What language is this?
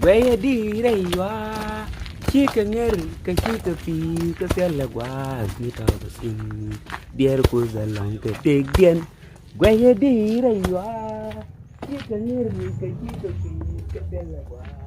Nuer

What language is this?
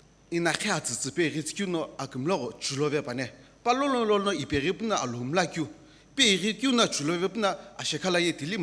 Sumi Naga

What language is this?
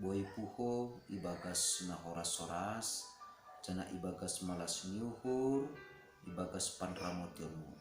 Batak Simalungun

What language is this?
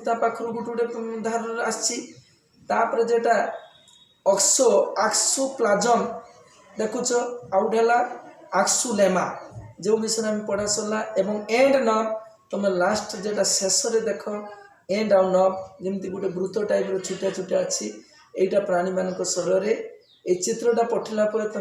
Odia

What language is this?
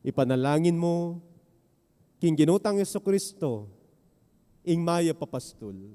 Pampanga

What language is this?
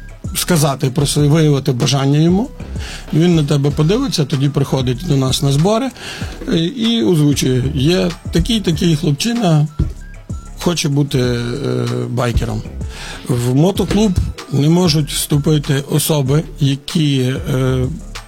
Ukrainian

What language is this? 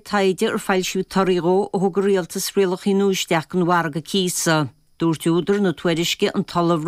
Irish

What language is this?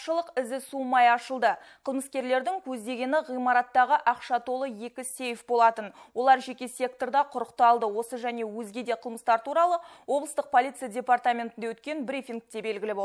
Kazakh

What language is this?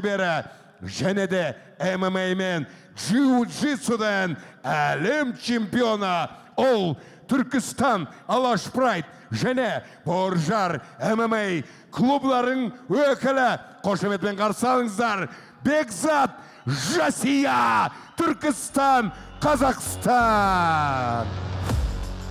Kazakh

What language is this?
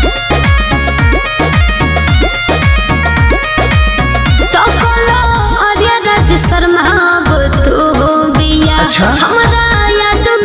Bhojpuri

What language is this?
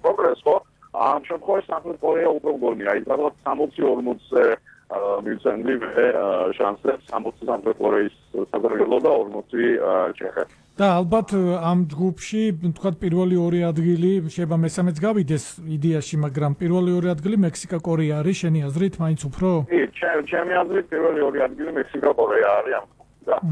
Georgian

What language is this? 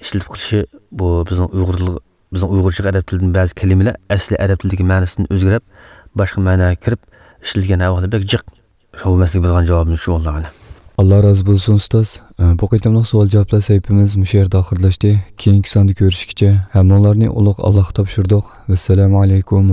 Uyghur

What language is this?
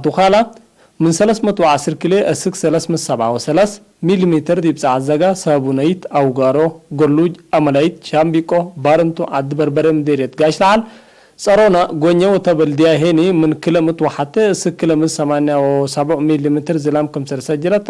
Tigre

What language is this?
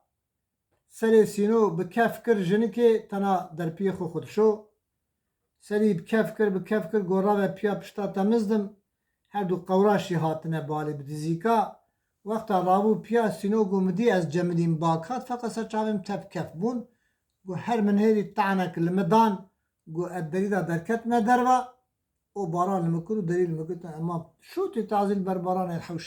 Kurdish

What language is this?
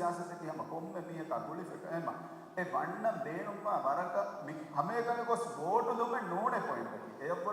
Divehi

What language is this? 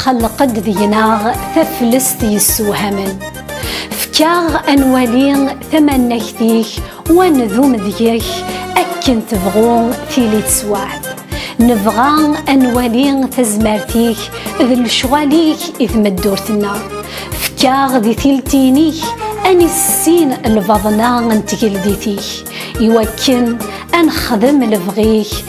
Kabyle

